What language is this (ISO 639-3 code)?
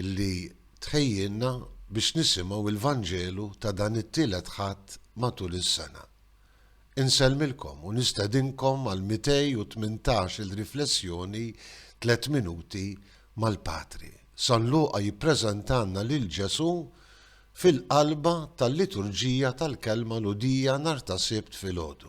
mlt